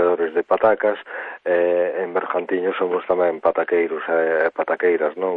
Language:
Galician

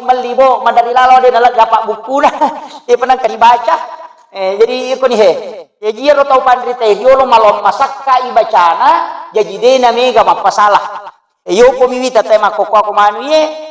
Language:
Buginese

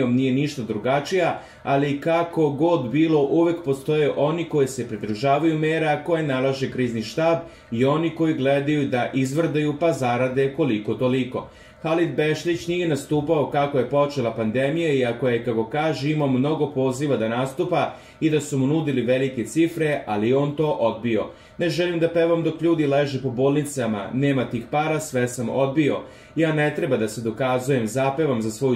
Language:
Serbian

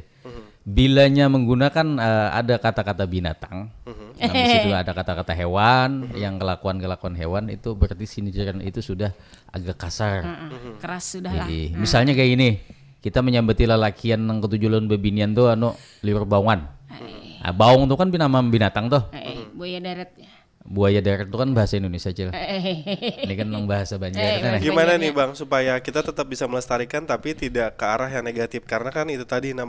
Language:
Banjar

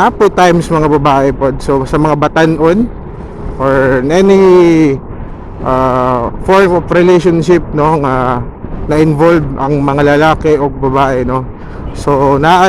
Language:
Cebuano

